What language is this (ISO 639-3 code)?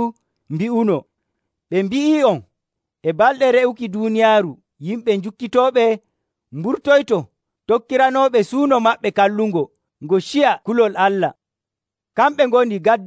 fuv